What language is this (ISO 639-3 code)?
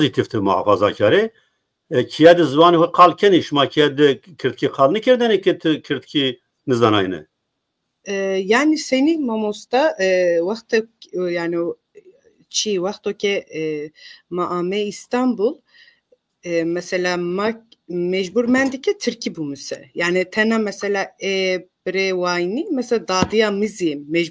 zza